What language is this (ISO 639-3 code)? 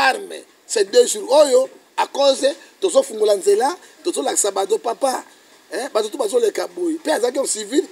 lin